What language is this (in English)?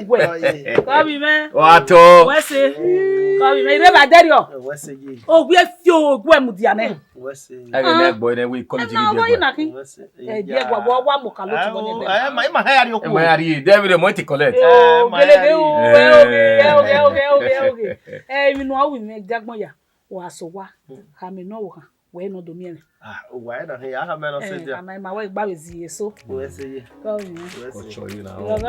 Bini